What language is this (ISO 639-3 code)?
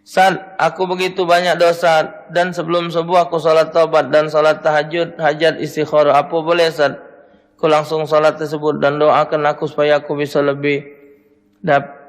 mui